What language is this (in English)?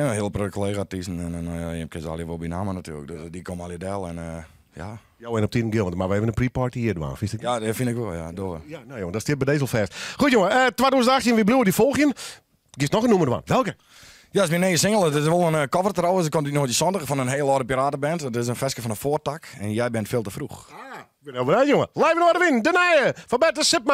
Western Frisian